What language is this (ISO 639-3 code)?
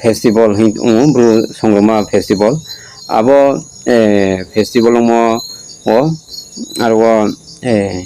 ria